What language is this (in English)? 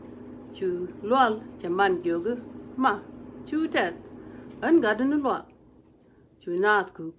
Nuer